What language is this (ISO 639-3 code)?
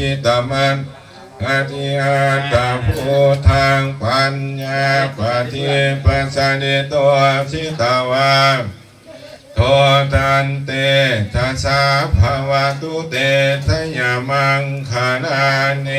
pli